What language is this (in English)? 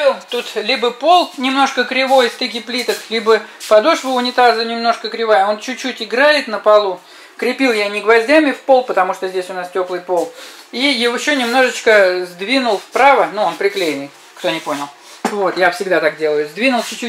Russian